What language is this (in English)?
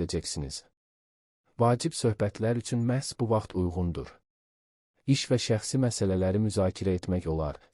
Azerbaijani